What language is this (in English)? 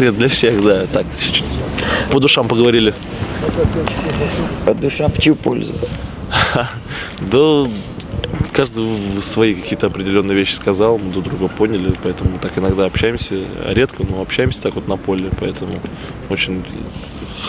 Russian